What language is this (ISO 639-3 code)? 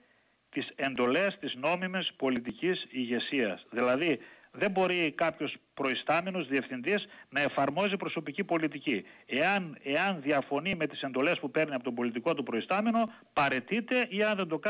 ell